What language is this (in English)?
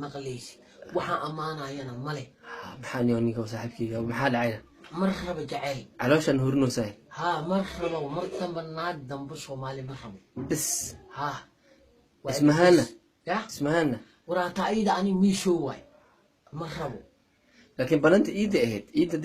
Somali